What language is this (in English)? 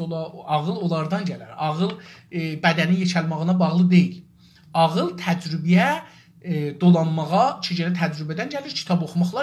South Azerbaijani